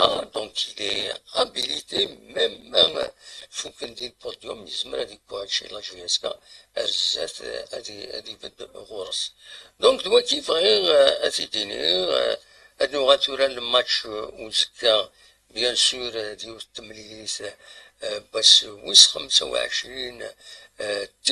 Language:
Kabyle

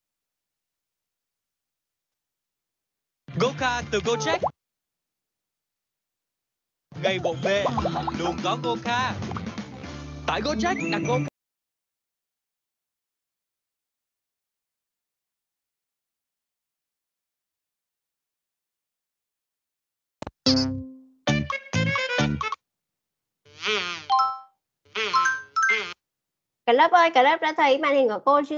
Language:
Vietnamese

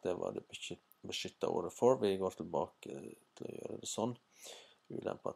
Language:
Norwegian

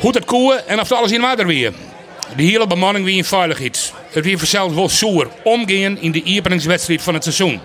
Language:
Western Frisian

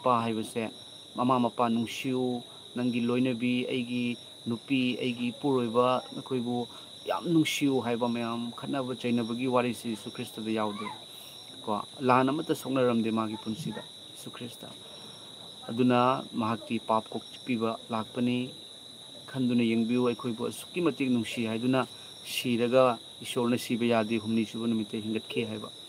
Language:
Manipuri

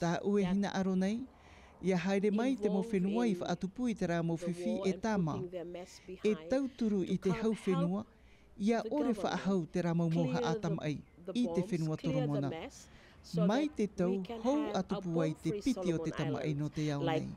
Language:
Tahitian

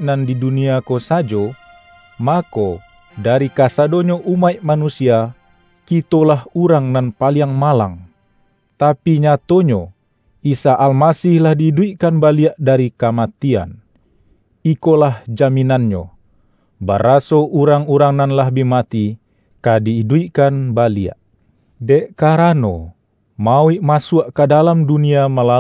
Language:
Minangkabau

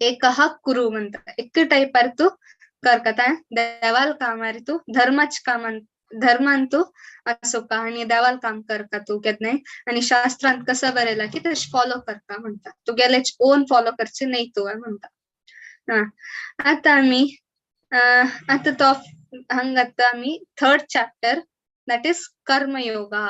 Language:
Konkani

